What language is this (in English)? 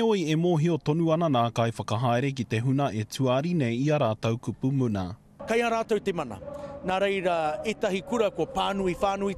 Māori